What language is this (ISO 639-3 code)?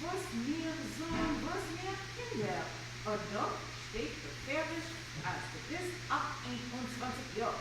yid